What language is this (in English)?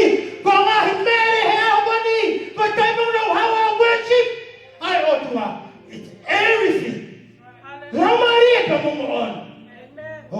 Tongan